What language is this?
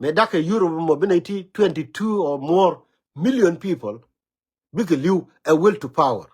Nuer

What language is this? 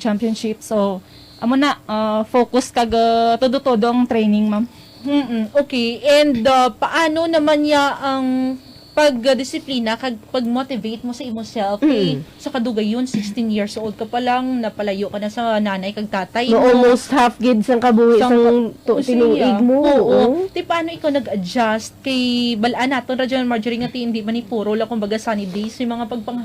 Hiligaynon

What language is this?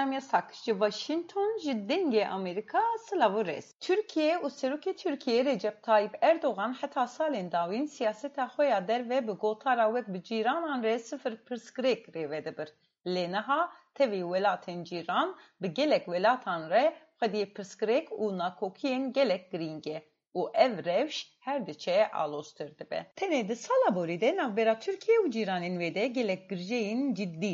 Kurdish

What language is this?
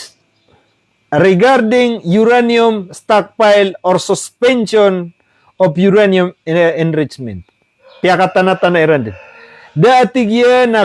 Maranao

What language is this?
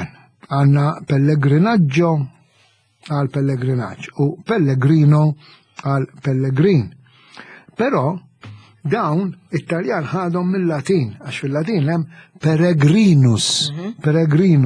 Maltese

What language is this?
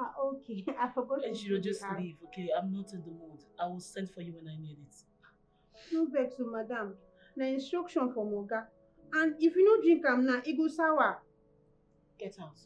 Nigerian Pidgin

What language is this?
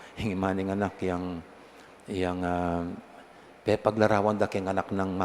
Pampanga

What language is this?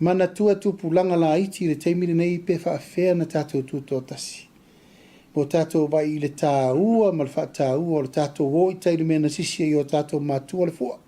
Samoan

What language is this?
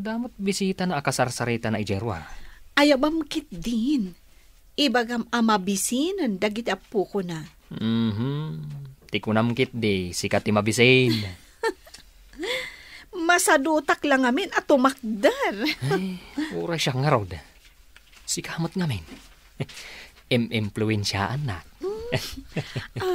Iloko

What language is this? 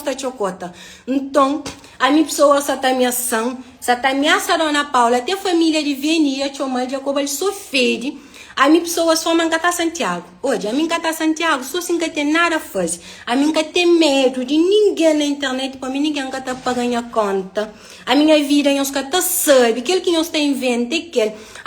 Kabuverdianu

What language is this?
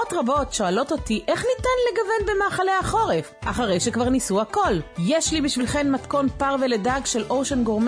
Hebrew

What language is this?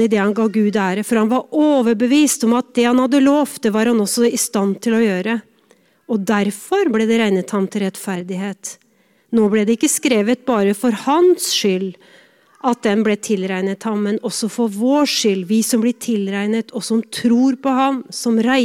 Norwegian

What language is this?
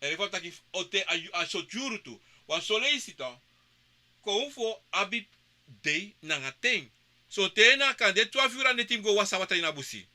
Sranan Tongo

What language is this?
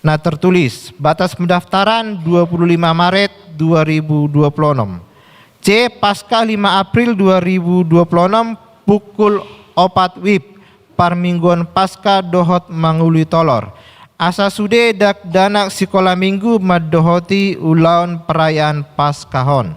Batak Toba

